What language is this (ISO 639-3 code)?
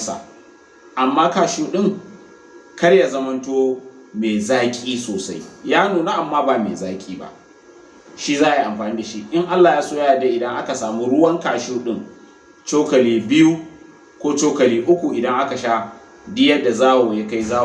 hau